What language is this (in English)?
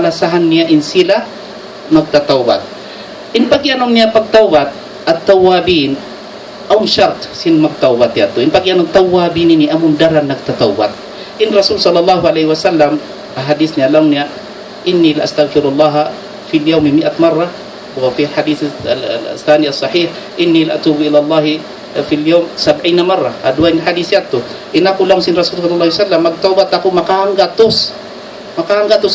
Tausug